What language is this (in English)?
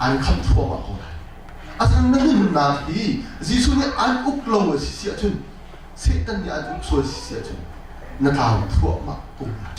Hakha Chin